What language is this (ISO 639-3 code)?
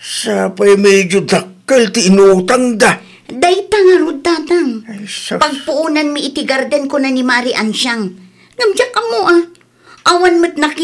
ilo